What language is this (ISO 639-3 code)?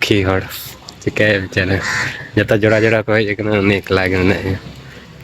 sat